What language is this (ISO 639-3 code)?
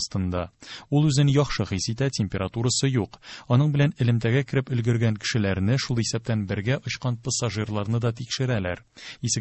tat